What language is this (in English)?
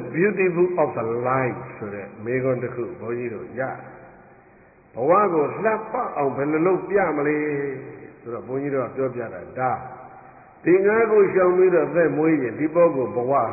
Burmese